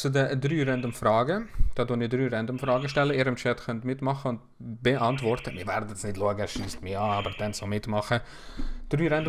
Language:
Swiss German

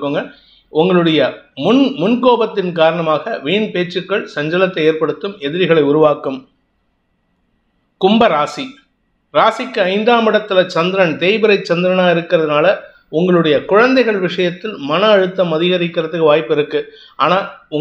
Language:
Tamil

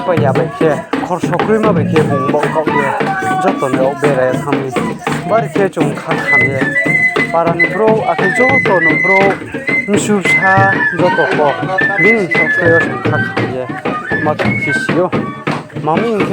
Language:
Riang (India)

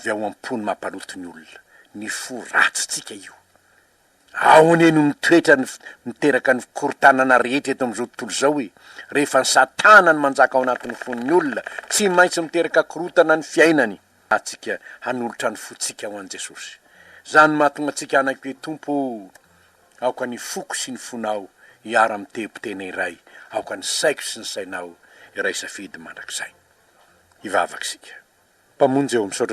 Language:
Malagasy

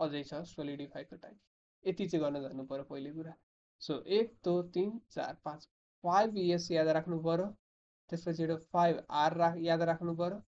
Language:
Nepali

